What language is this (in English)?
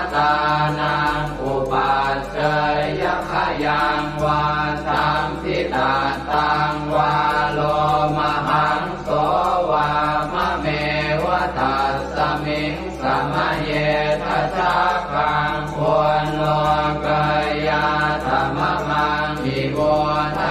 Pali